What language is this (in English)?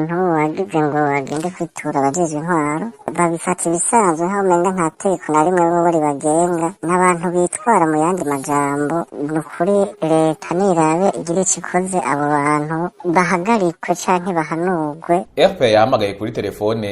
Rundi